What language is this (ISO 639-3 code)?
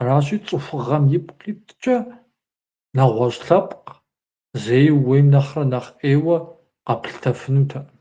kbd